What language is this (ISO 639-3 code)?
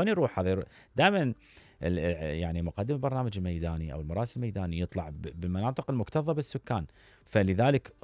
acm